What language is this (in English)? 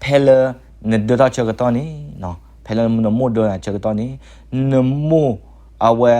S'gaw Karen